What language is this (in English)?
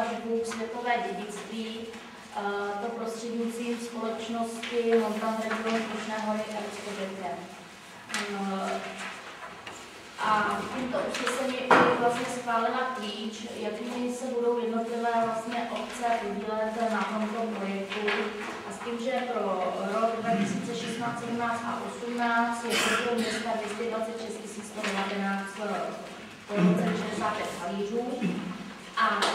Czech